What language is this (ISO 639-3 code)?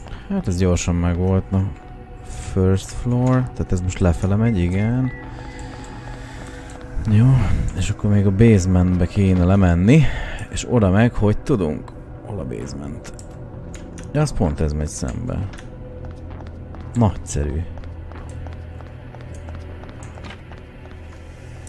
hun